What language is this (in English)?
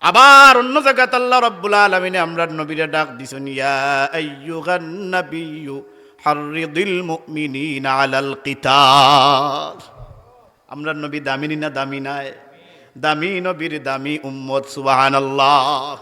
Sylheti